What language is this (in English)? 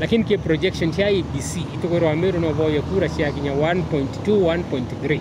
Meru